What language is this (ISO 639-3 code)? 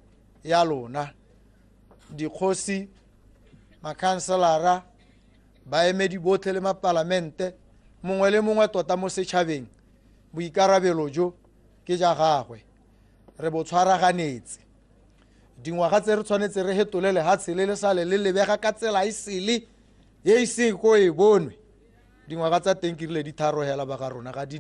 tsn